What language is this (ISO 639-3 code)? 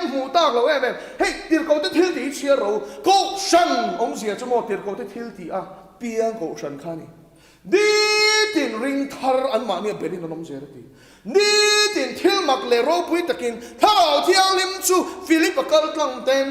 lus